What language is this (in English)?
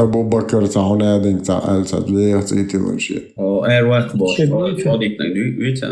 Chechen